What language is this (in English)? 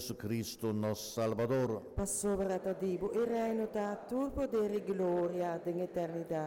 Papiamento